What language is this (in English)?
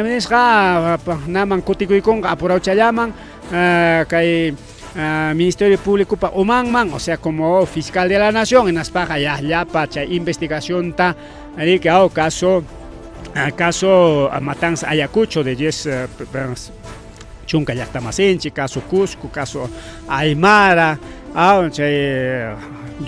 Ayacucho Quechua